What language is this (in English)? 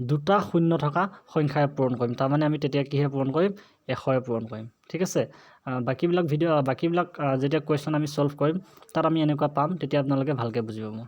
Assamese